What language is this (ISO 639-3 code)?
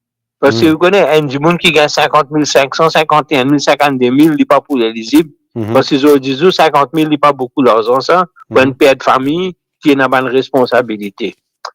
mfe